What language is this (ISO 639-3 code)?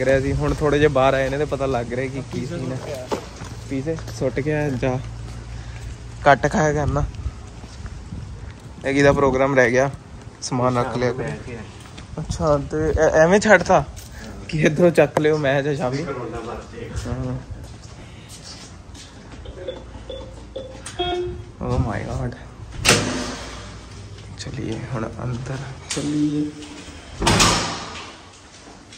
pan